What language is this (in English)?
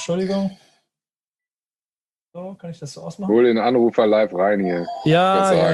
German